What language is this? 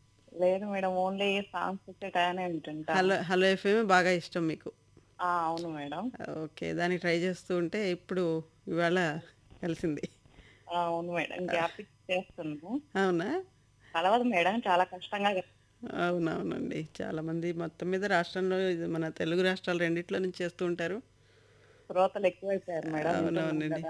Telugu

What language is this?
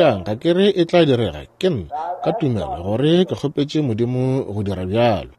Northern Sotho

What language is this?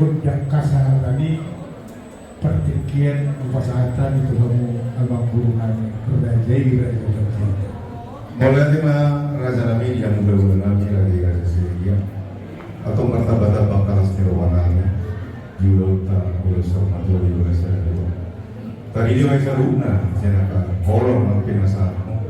Batak Toba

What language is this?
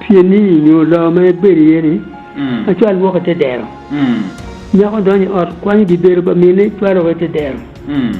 Acoli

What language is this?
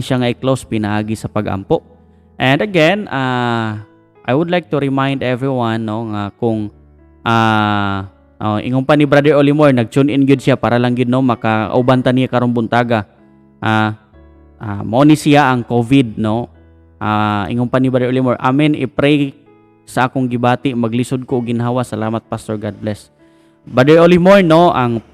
Cebuano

